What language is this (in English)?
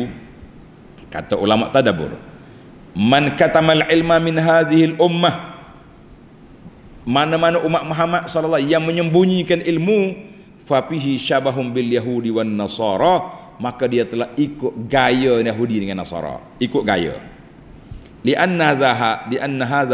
Malay